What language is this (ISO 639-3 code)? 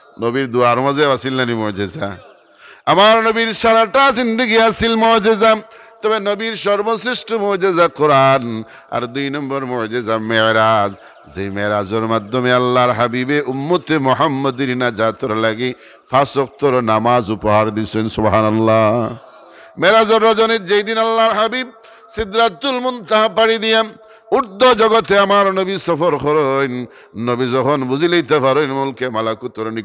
syl